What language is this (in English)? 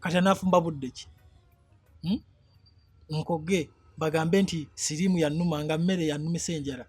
Ganda